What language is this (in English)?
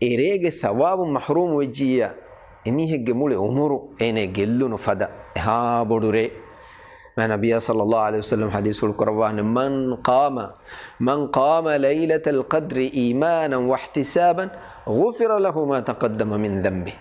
Divehi